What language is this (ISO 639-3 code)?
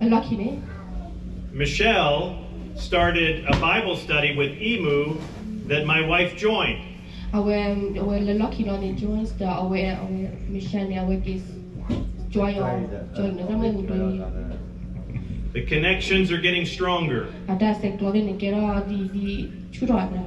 ksw